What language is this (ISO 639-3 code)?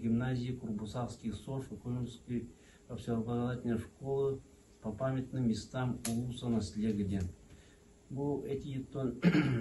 sah